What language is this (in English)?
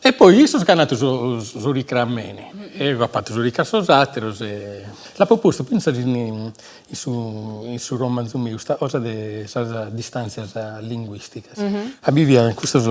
Sardinian